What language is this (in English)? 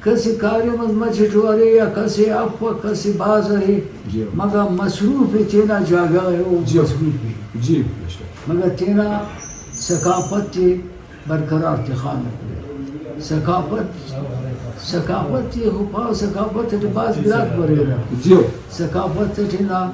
Brahui